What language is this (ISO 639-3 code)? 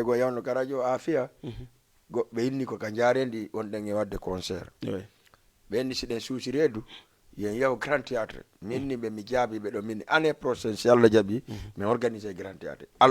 ful